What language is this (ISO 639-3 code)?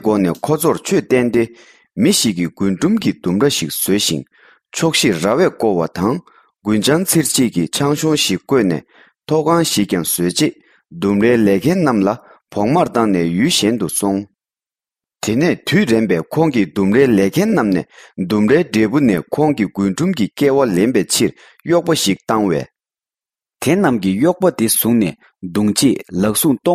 bod